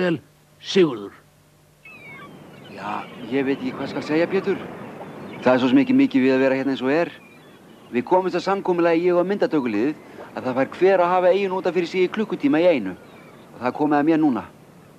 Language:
Icelandic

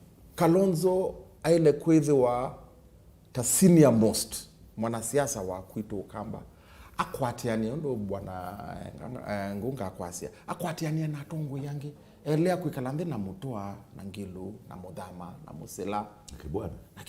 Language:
Kamba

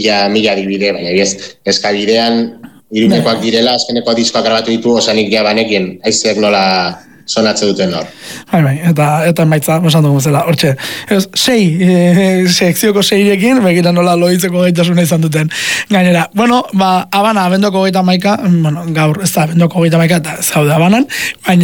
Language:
Basque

